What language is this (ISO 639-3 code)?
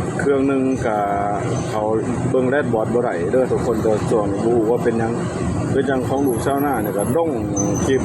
lao